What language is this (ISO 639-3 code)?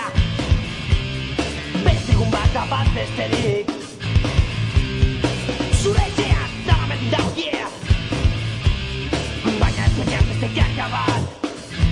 eus